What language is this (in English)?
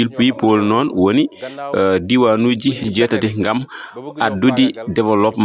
Fula